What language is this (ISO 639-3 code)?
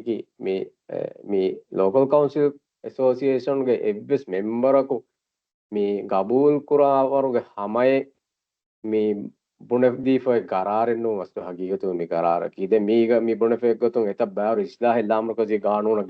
div